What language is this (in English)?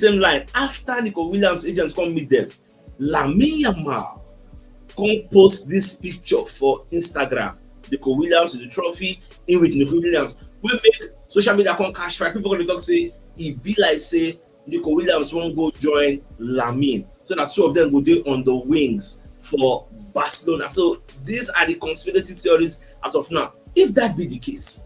Nigerian Pidgin